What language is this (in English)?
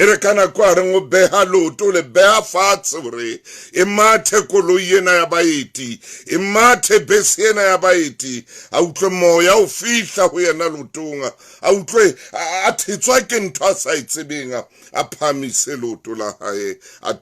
Southern Sotho